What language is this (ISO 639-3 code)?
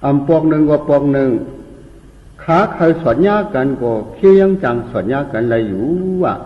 shn